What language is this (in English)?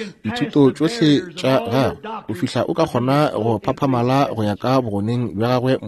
Northern Sotho